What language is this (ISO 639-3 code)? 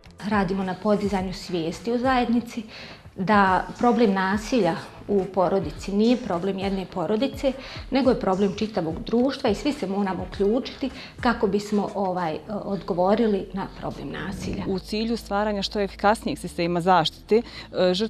bos